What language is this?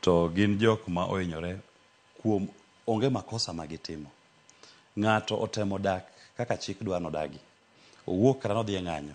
Luo (Kenya and Tanzania)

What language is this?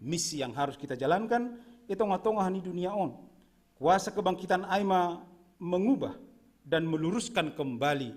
Batak Simalungun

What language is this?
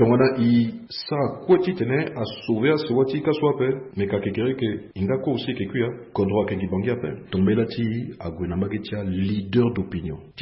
Sango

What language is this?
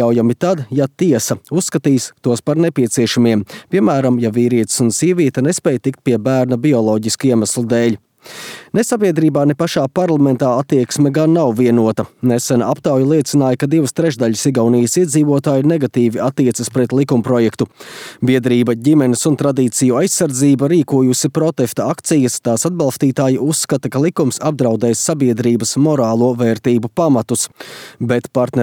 Latvian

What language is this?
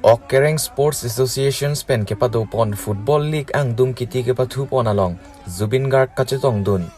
Karbi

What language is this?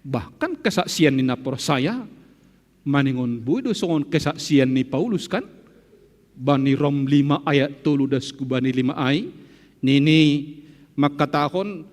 Batak Simalungun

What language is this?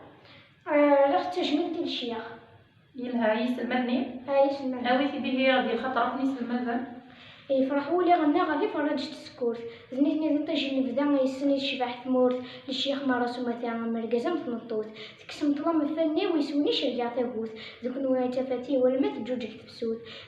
Kabyle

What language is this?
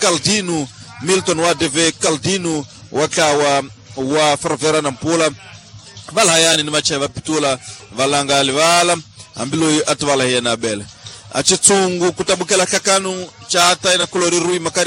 Tsonga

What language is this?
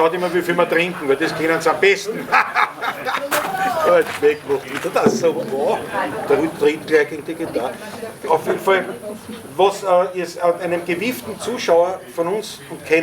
Bavarian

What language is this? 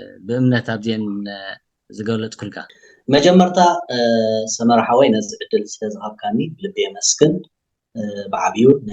Tigrinya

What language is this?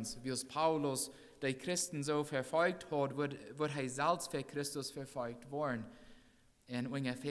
Plautdietsch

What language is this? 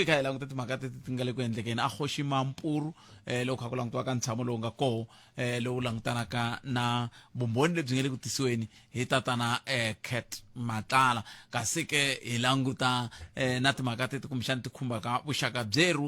Tsonga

